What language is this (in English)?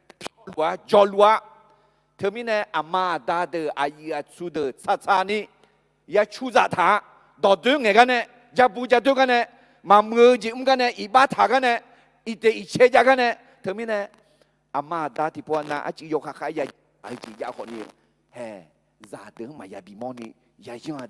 Akha